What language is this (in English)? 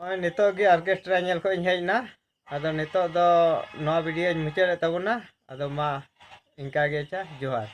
Santali